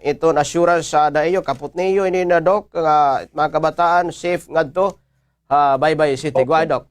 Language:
Waray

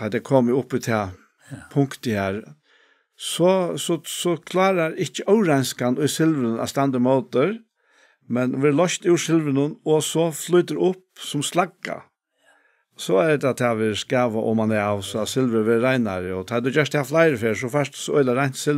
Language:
Faroese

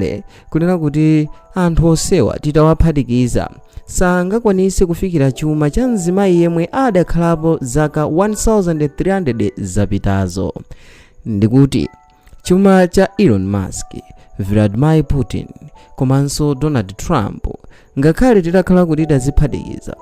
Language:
Nyanja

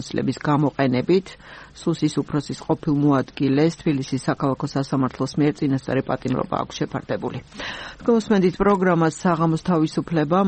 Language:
Georgian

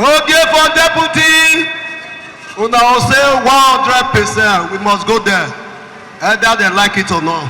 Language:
Nigerian Pidgin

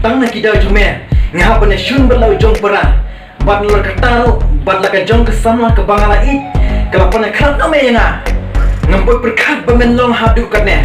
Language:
Khasi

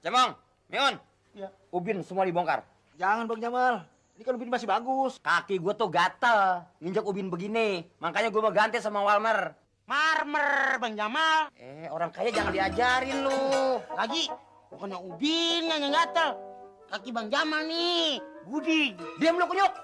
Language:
Betawi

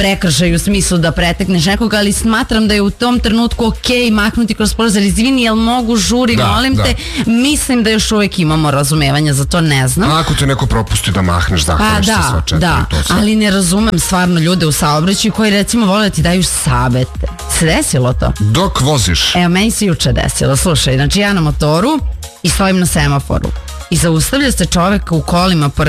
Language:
Serbian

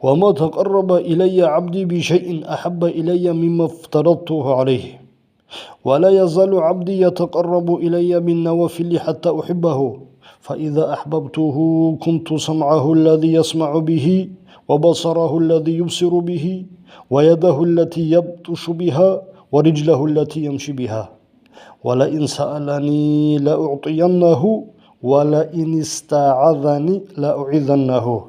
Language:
Avaric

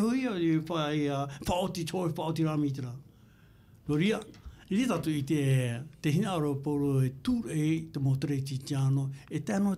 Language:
Tahitian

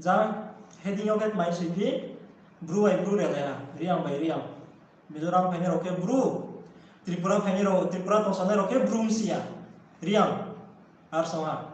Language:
Riang (India)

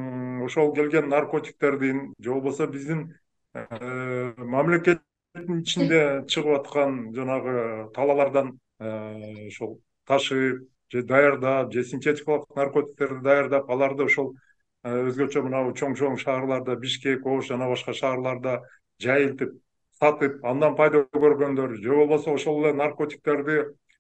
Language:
Kyrgyz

